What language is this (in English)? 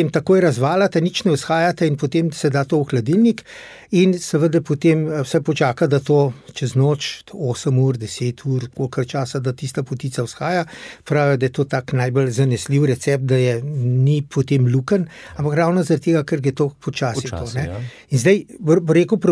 Slovenian